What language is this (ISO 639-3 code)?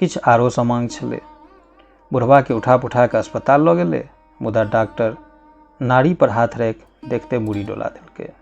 mai